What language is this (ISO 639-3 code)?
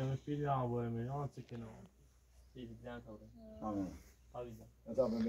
fas